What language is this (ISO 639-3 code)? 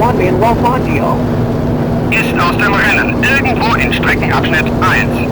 bar